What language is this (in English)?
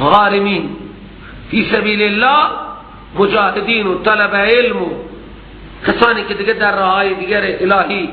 Persian